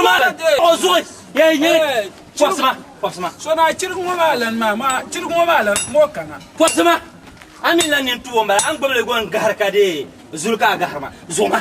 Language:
Dagbani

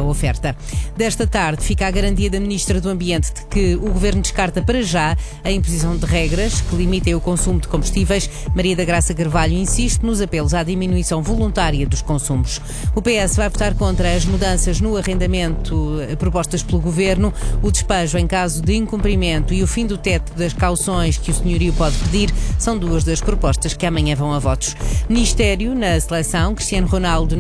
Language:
Portuguese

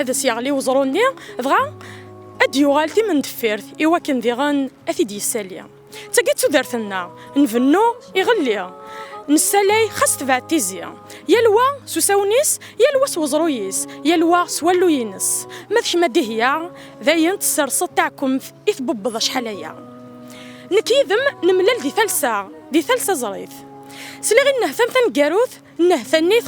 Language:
Kabyle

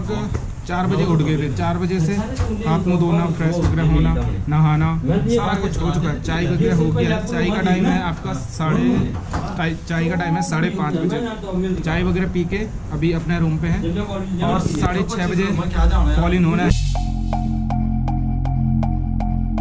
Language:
Hindi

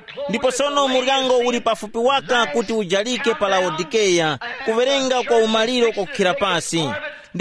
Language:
Tumbuka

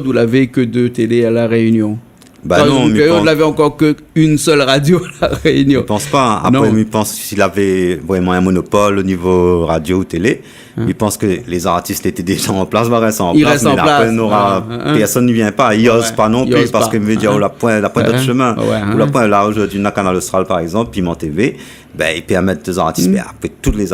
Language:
Réunion Creole French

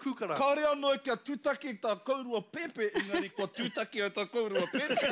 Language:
Māori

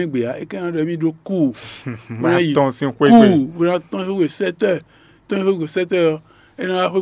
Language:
Fon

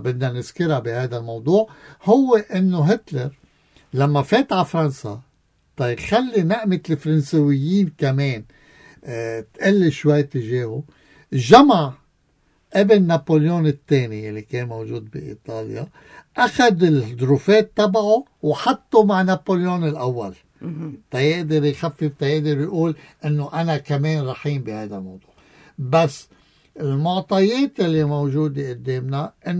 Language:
North Levantine Arabic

